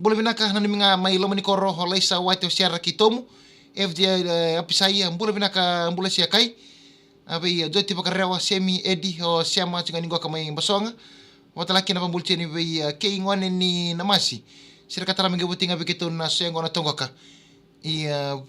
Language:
Fijian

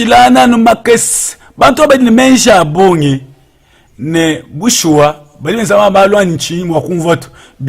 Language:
Luba-Lulua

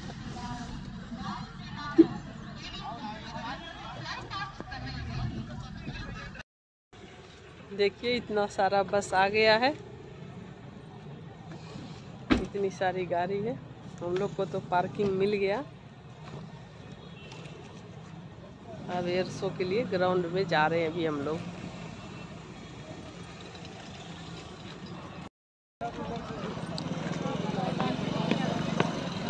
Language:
Hindi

